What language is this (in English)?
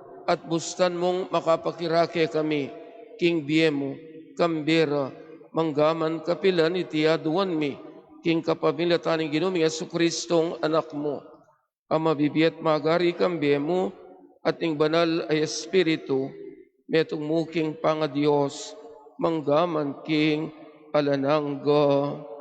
Pampanga